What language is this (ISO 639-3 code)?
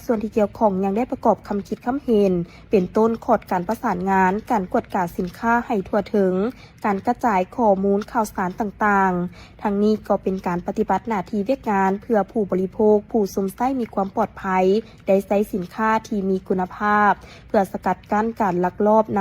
lao